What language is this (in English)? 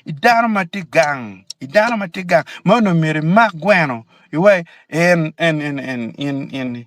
Acoli